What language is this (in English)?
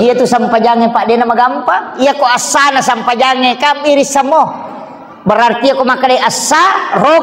Buginese